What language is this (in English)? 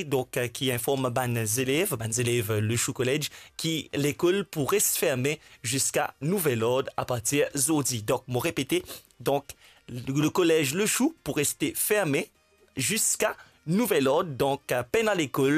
Morisyen